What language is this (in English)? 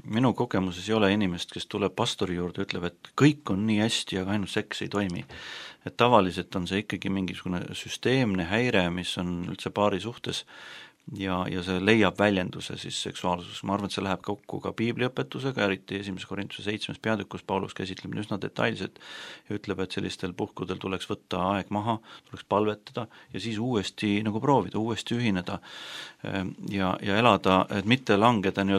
Estonian